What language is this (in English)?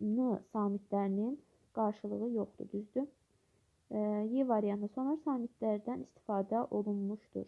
Azerbaijani